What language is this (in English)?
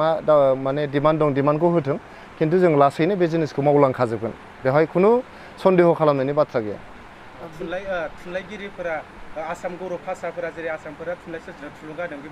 Bodo